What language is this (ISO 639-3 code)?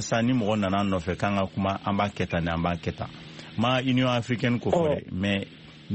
bam